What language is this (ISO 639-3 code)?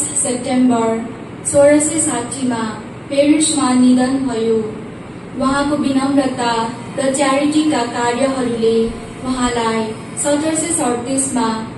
nep